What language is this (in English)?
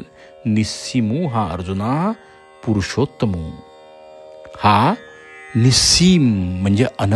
Marathi